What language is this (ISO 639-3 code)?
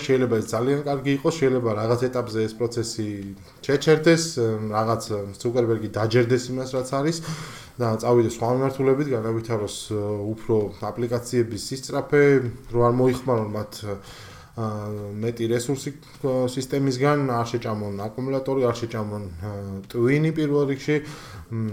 kat